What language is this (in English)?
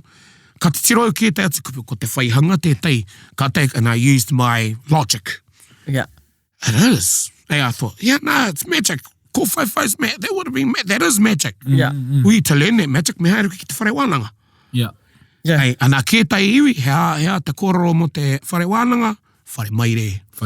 Māori